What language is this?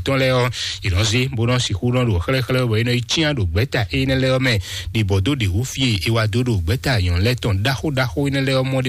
Fon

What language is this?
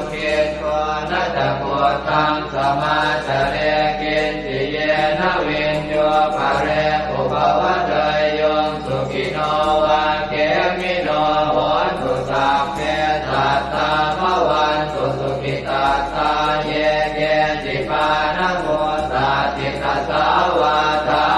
Pali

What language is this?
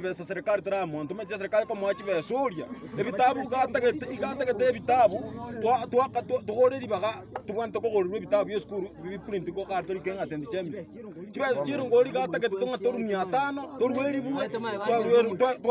Gusii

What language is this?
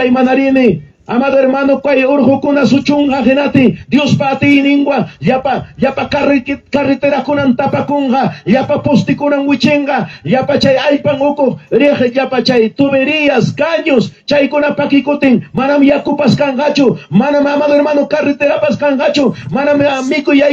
Ayacucho Quechua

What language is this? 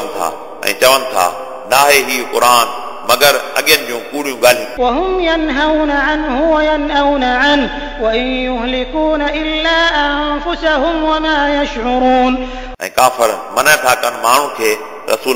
Sindhi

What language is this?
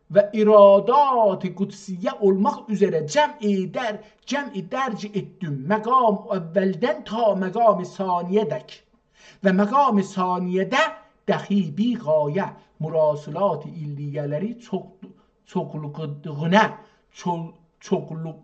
South Azerbaijani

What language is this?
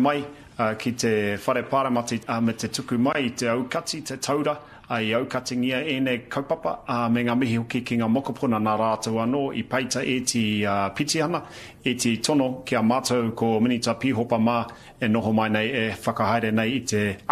Māori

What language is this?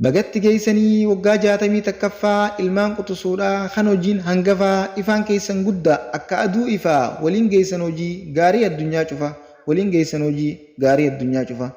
Oromo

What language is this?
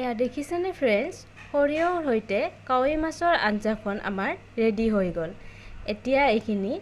Assamese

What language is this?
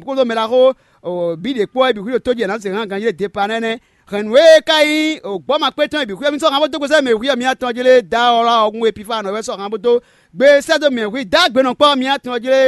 Fon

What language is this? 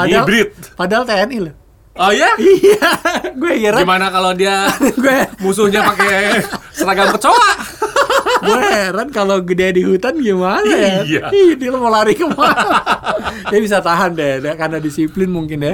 Indonesian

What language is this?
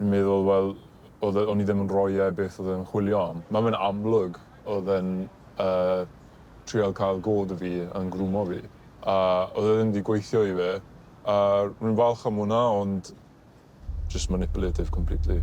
Welsh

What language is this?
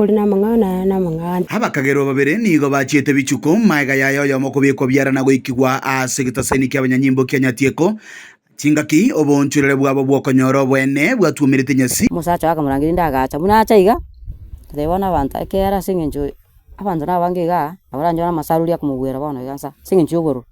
Gusii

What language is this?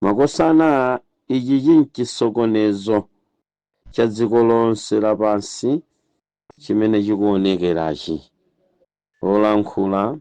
Nyanja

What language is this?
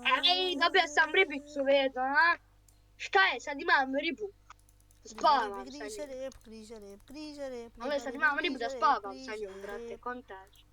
Bosnian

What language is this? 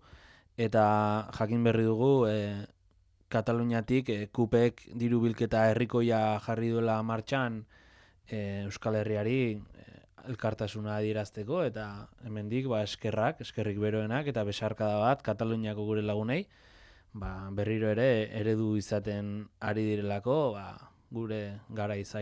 Basque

